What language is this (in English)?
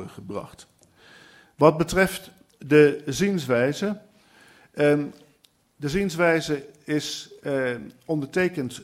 Dutch